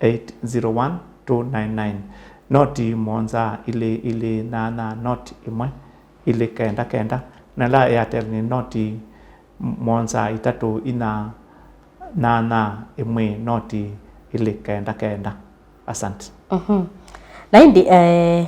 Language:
Kamba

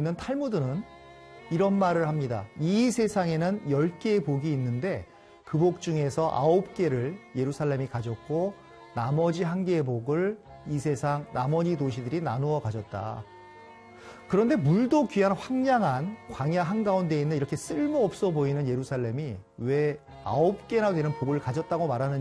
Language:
Korean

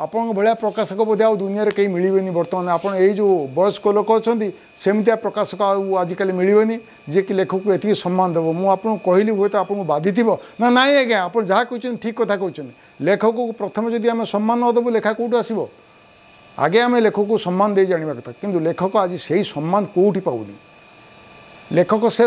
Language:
Odia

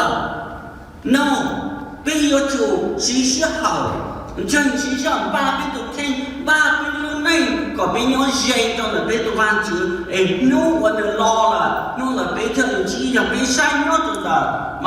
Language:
Hmong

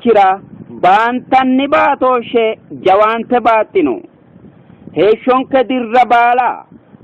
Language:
Sidamo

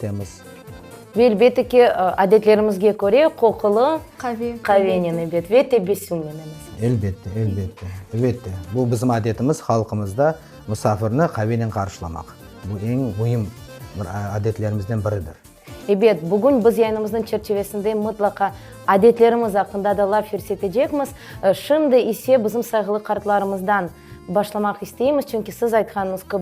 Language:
Crimean Tatar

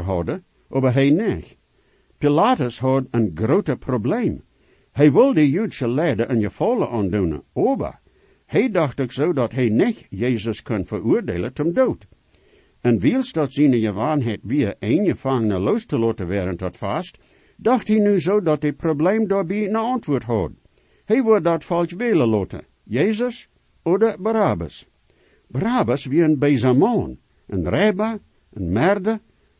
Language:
Plautdietsch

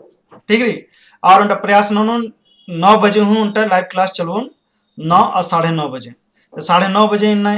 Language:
Kurukh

